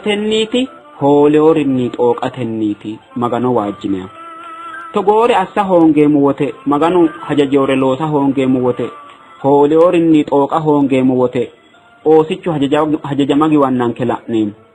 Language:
Sidamo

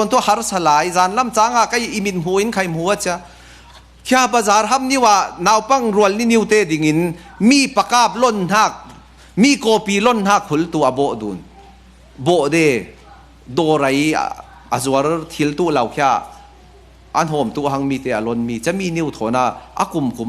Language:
Falam Chin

